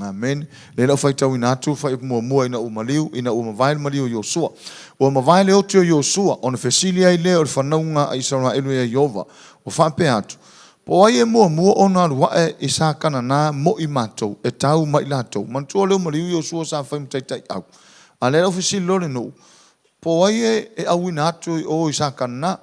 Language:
Samoan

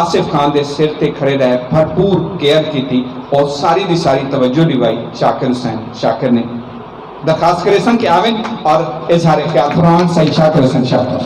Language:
Saraiki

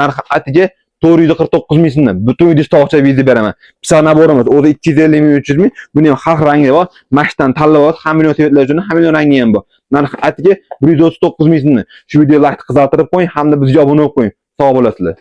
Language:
Uzbek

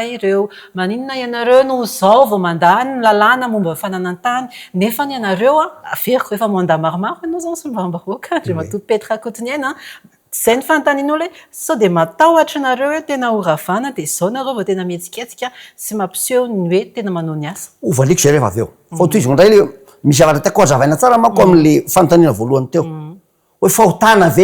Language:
Malagasy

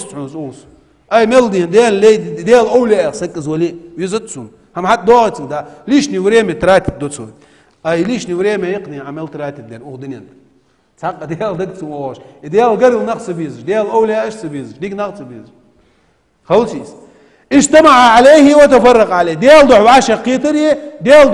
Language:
Ingush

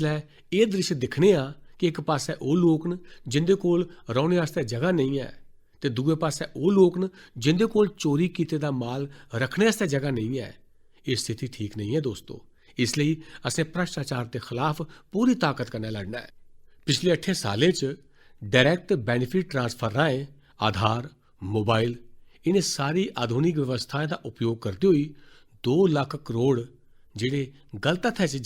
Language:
Dogri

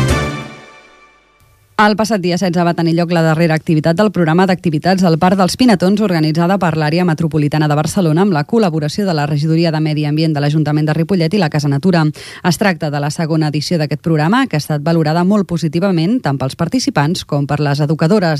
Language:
Catalan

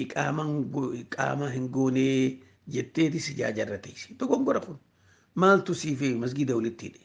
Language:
Oromo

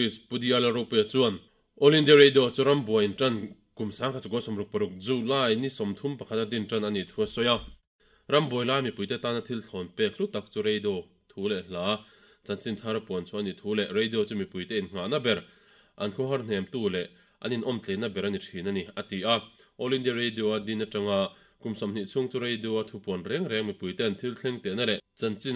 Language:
Mizo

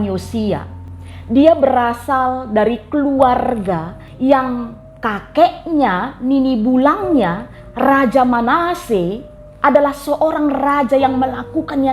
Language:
Batak Karo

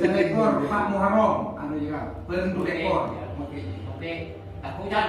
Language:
Madurese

